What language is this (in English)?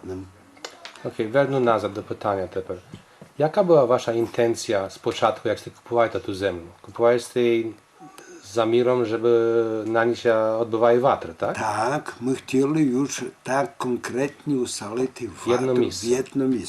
Rusyn